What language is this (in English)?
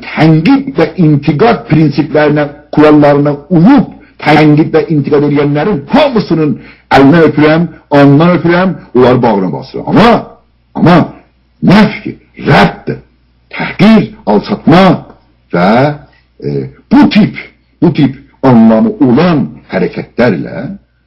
South Azerbaijani